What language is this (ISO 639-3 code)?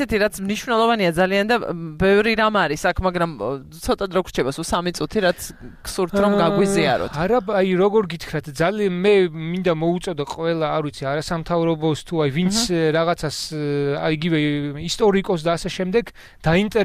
kat